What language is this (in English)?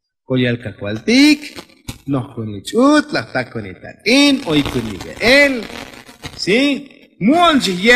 Tzotzil